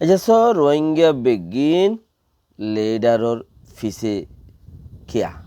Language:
Rohingya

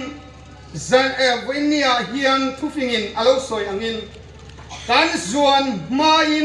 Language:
Hmar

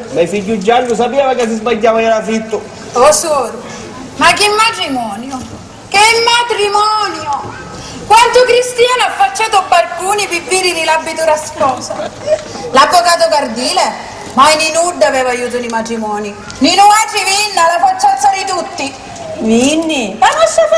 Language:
Sicilian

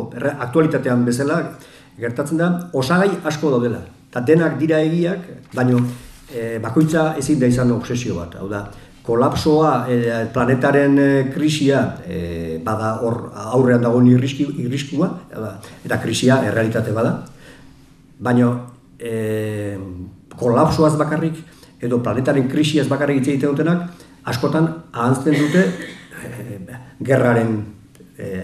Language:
Basque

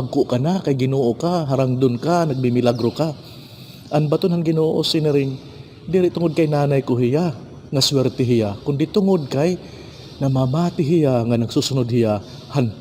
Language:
Waray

